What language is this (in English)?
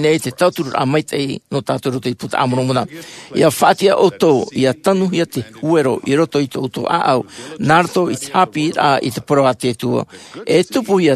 Tahitian